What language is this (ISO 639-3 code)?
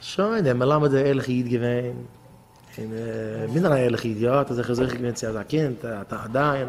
yid